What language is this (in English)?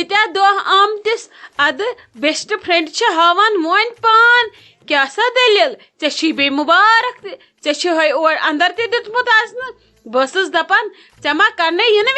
Kashmiri